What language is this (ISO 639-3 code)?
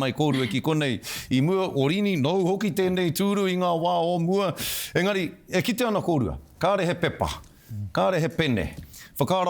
mri